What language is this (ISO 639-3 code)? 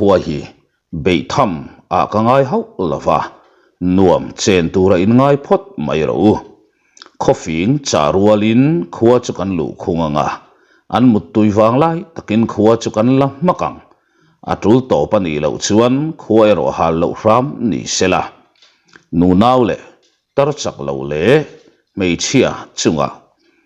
lus